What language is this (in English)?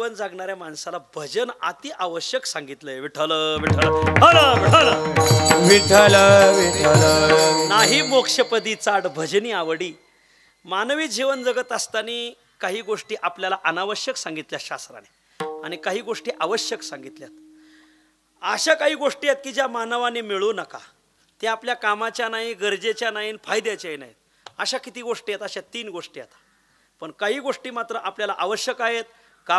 Marathi